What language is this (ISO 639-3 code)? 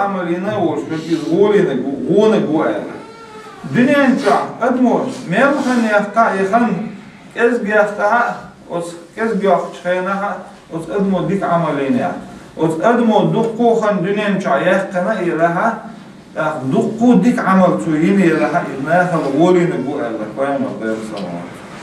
che